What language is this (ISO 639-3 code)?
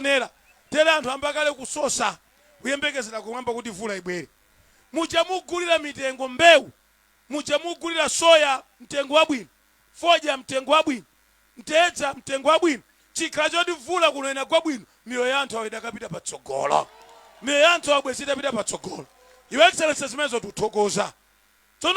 nya